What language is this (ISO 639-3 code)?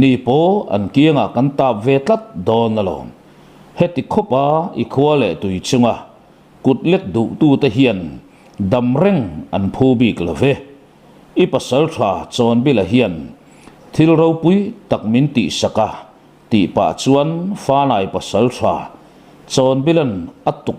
lus